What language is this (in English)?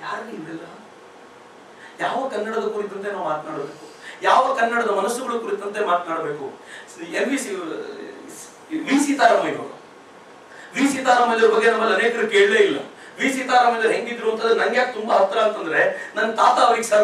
Kannada